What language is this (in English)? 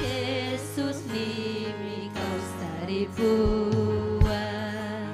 Ayacucho Quechua